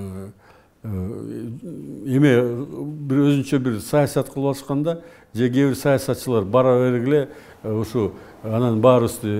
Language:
Kyrgyz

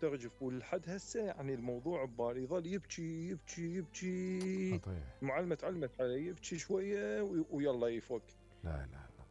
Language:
Mesopotamian Arabic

